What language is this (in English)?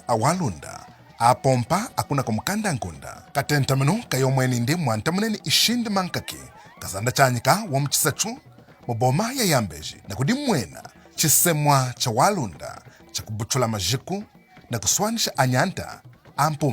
Lunda